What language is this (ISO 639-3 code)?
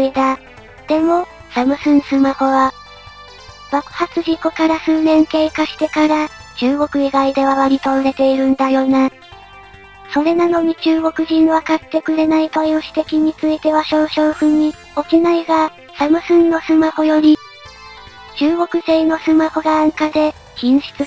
jpn